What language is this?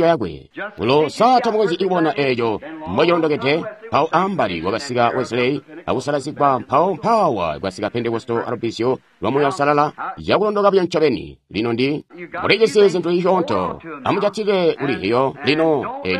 Tonga (Zambia)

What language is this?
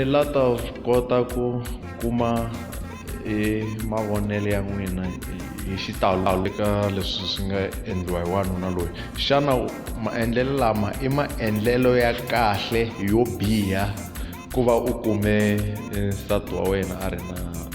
Tsonga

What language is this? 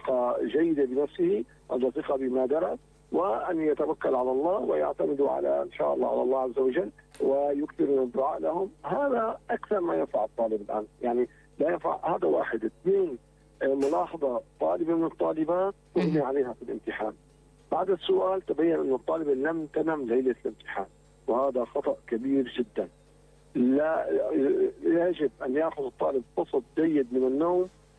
North Levantine Arabic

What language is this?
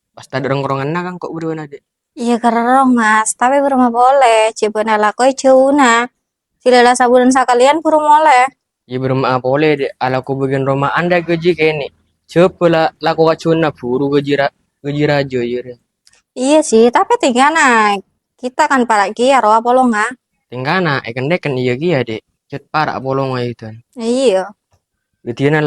Madurese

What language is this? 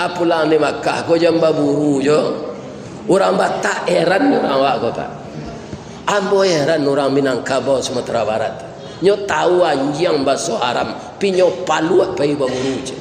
Minangkabau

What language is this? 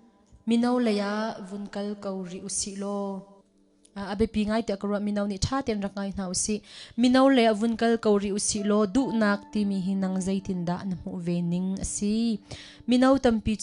Hakha Chin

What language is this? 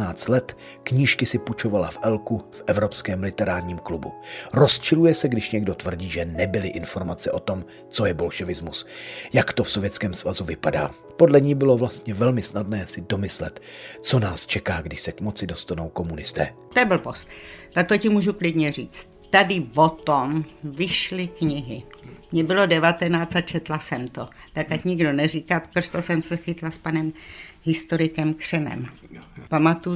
Czech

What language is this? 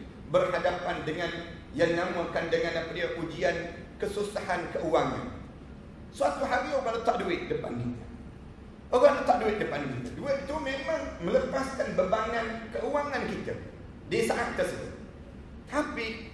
Malay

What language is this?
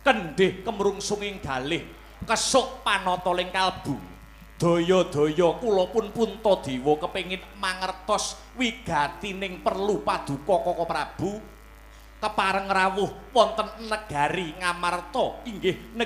Javanese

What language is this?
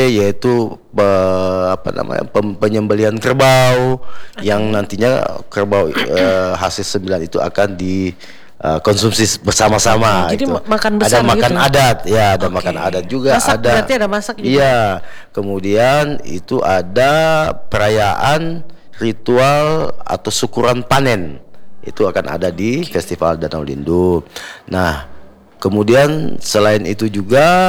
Indonesian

